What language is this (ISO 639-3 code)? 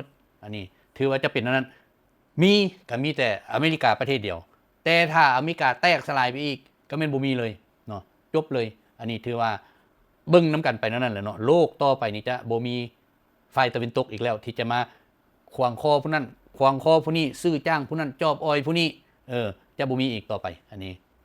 lao